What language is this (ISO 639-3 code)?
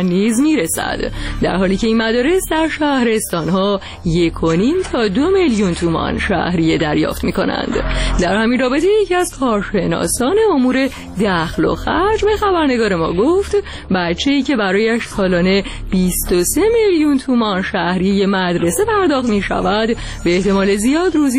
fas